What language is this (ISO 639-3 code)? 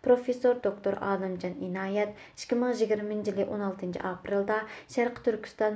uig